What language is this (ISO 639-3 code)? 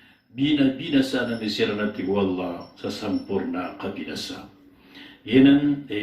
mrw